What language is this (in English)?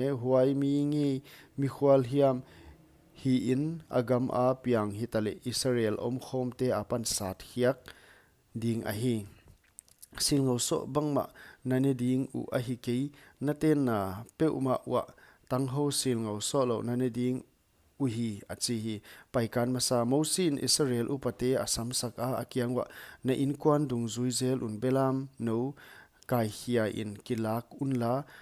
Paite Chin